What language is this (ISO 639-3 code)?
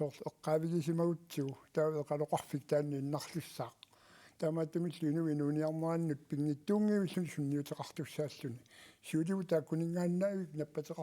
kal